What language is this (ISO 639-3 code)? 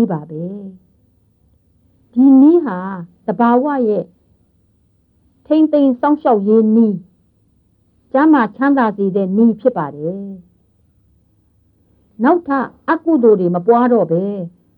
mya